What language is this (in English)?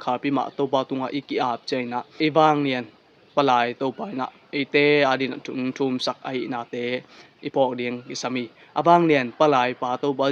Tedim Chin